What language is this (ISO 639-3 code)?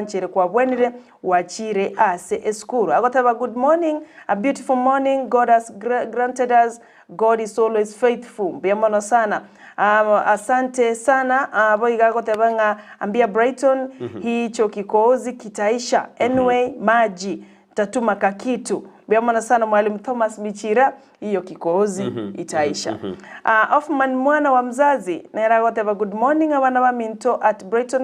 guz